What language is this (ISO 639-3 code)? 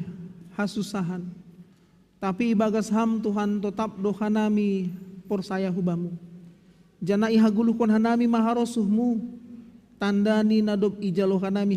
bts